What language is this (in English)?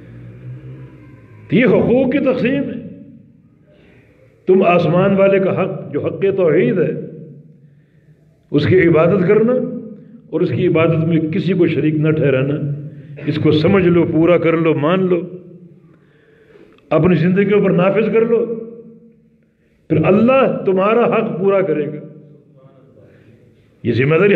Urdu